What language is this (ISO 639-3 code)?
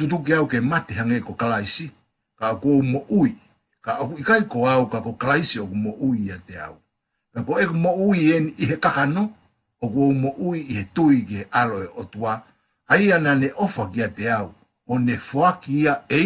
ton